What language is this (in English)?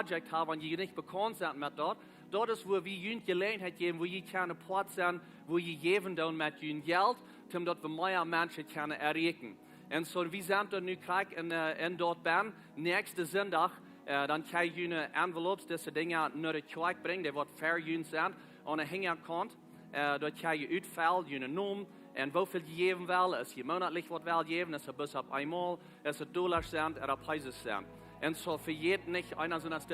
Plautdietsch